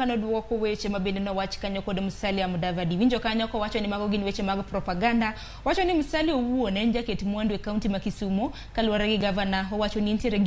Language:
Luo (Kenya and Tanzania)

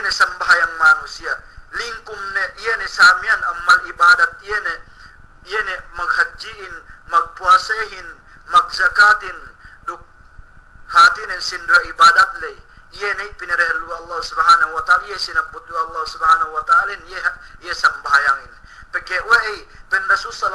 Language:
Yakan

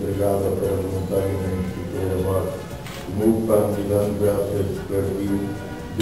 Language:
Portuguese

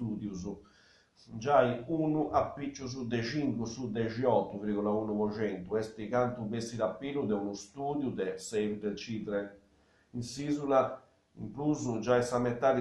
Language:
Sardinian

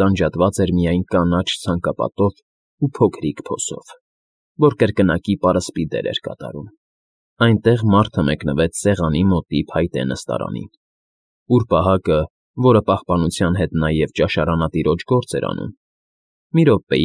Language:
Armenian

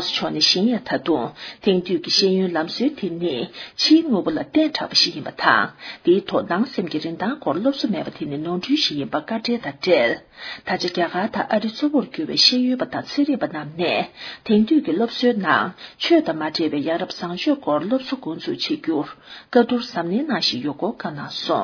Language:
Tibetan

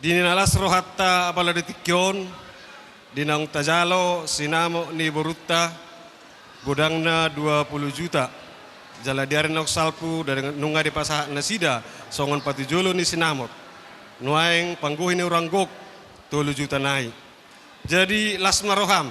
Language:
Batak Toba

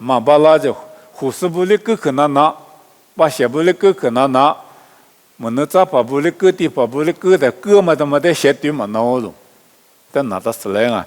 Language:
Lisu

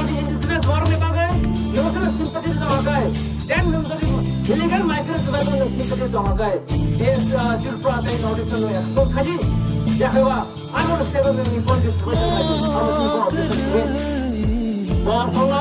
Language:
Kok Borok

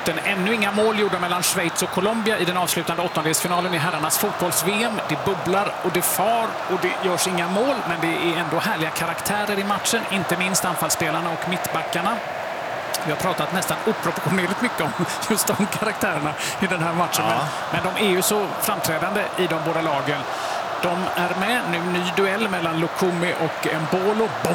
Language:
Swedish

